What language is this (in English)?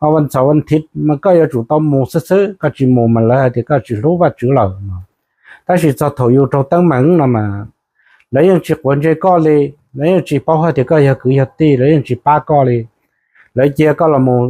Hmong